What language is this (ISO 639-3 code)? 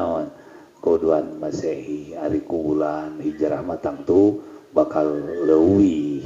sun